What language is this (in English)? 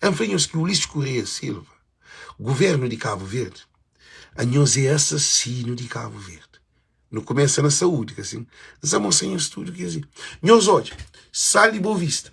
Kabuverdianu